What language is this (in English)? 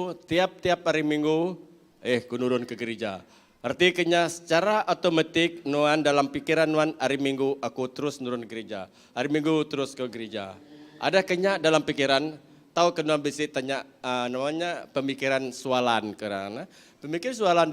Iban